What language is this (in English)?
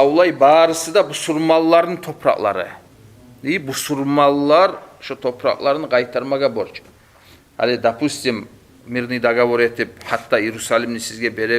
Kumyk